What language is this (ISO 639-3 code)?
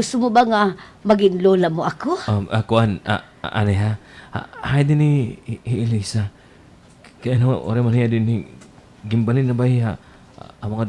war